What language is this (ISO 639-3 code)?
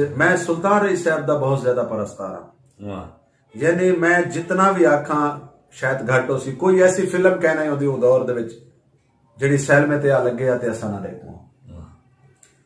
skr